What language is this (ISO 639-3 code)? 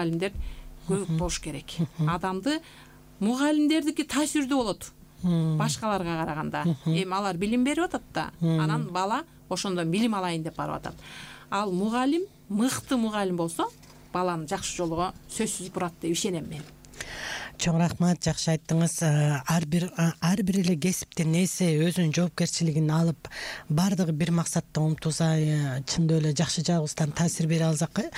kir